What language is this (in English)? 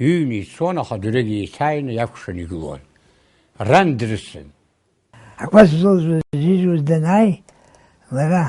Abkhazian